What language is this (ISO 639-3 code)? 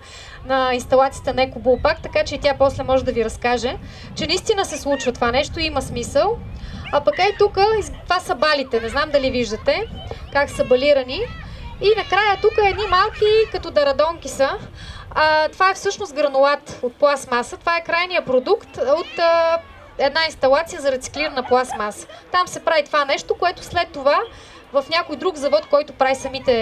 bul